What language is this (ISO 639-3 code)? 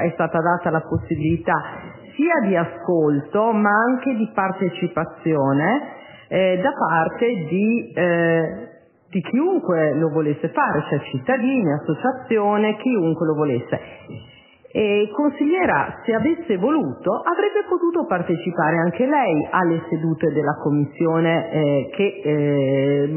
ita